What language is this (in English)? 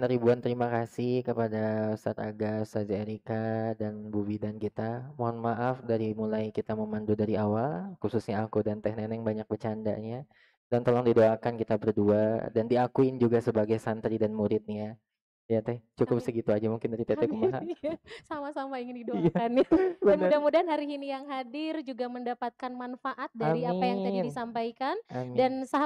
Indonesian